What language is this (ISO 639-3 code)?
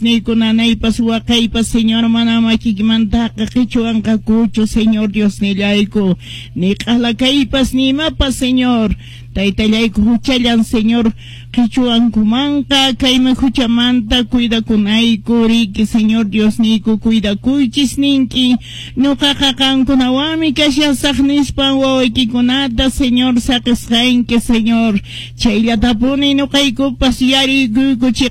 que